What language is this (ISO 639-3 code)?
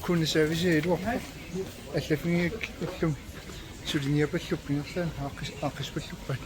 kal